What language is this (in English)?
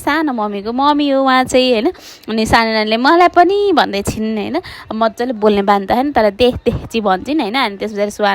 Nepali